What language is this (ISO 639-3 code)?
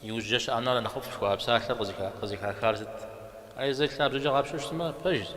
kbd